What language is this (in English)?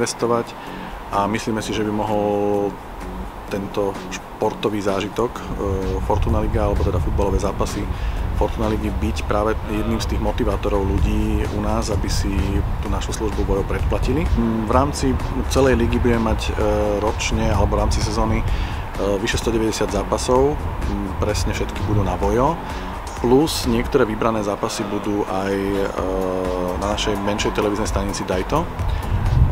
Slovak